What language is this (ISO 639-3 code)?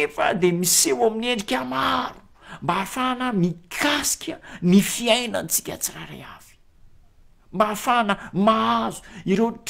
mlg